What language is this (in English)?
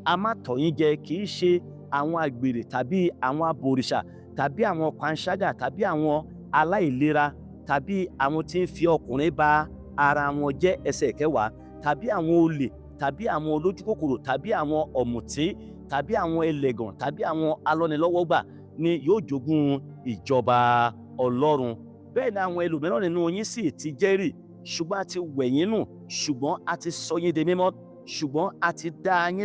Yoruba